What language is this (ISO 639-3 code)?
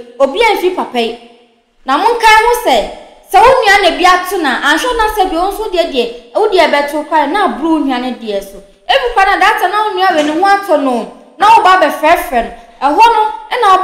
aka